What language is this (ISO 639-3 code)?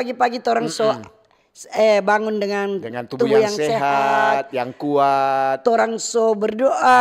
xmm